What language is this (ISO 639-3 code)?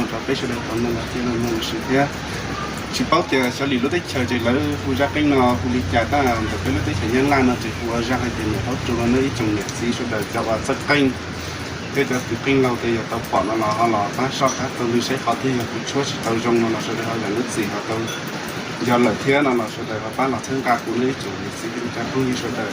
hmn